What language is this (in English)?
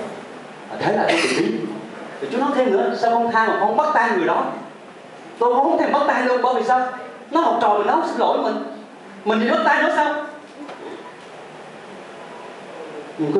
Vietnamese